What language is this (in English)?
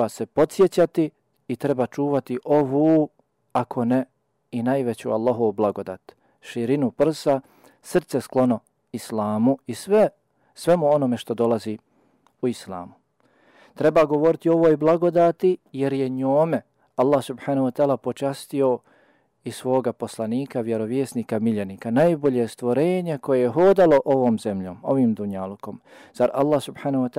Bosnian